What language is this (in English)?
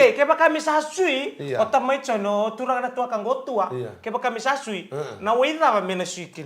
Fijian